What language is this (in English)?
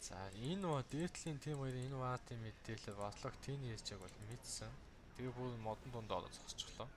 Mongolian